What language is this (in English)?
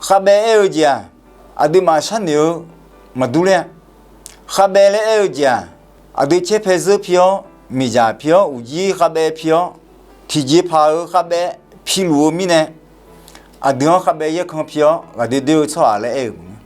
Akha